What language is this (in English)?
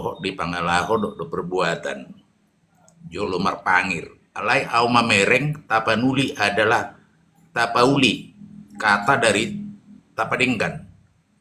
Batak Toba